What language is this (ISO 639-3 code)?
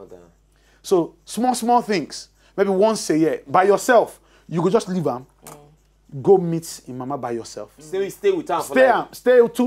pcm